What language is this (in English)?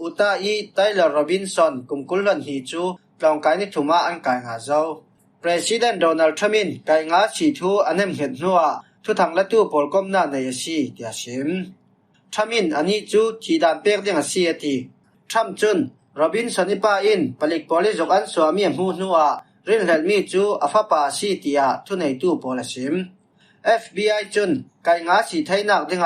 Falam Chin